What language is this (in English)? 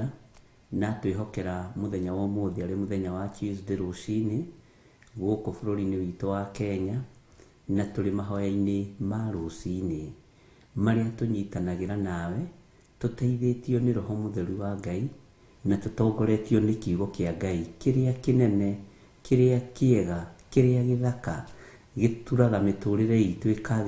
Kikuyu